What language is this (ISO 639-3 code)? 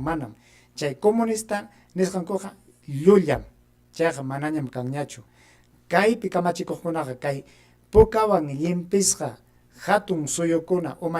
quy